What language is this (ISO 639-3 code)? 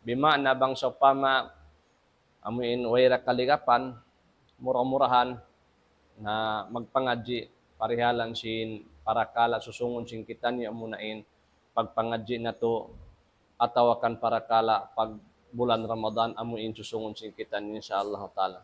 tsg